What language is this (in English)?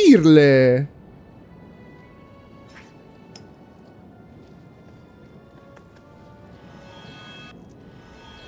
Italian